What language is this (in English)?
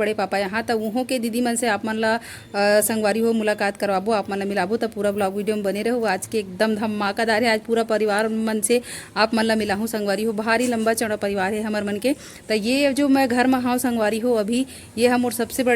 Chhattisgarhi